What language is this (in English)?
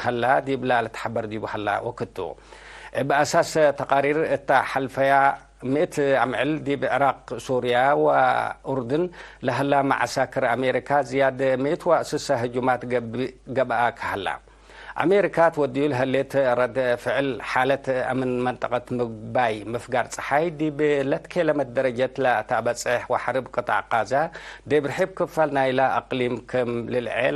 Tigre